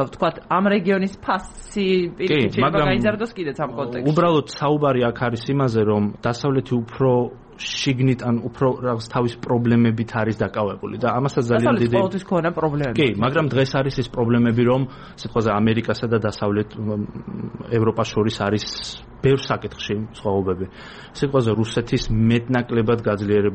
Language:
Georgian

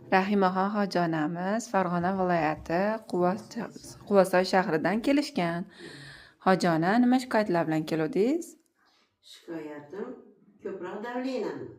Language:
Uzbek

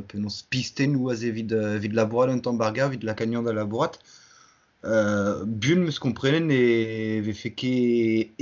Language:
Breton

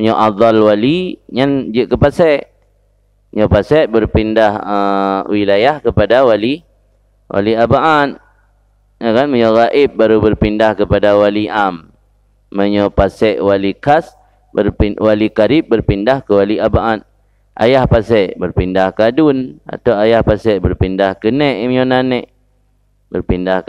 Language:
Achinese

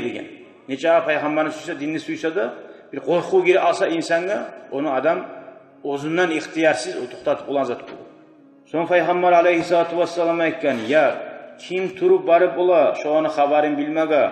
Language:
Kumyk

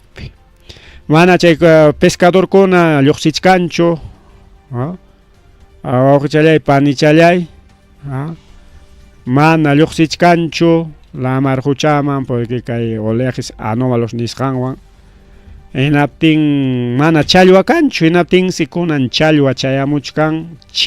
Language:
Ayacucho Quechua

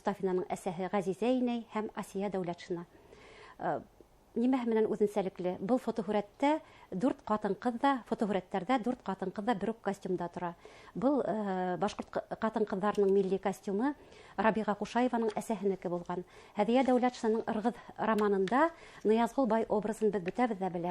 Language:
Bashkir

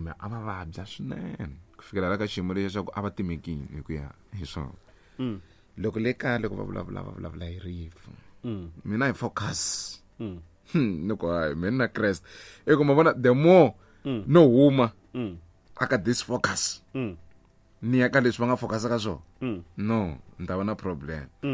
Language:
Tsonga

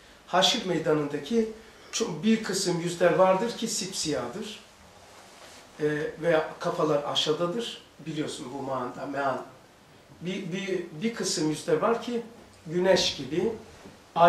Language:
Turkish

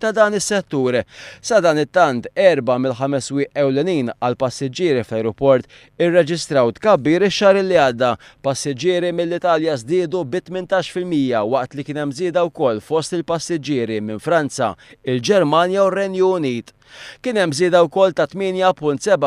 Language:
Maltese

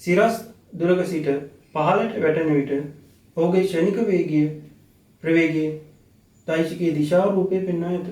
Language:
Sinhala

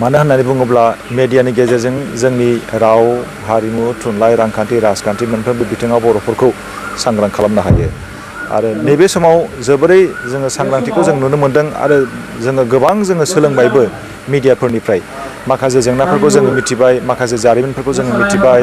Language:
Bodo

